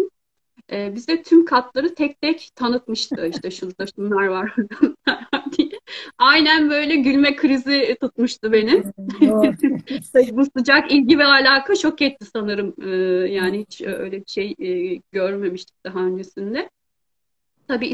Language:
Turkish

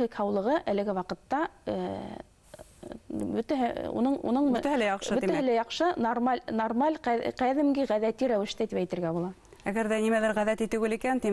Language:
Bashkir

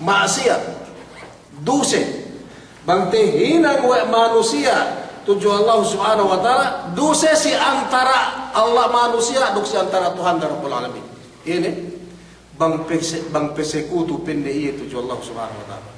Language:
Yakan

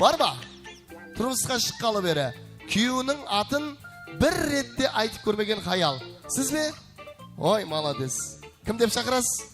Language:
Kara-Kalpak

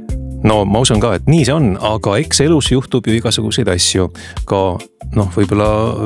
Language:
Estonian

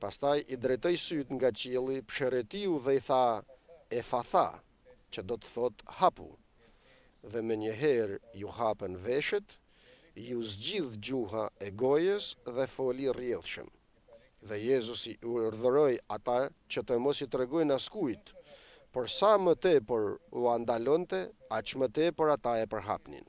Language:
Albanian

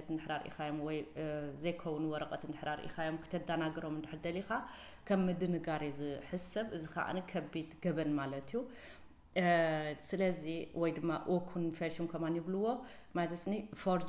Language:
Tigrinya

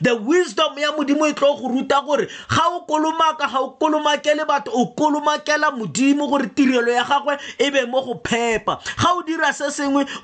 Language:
Tswana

